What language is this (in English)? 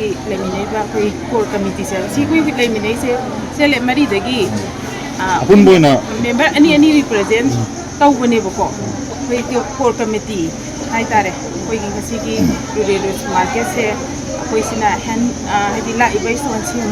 Manipuri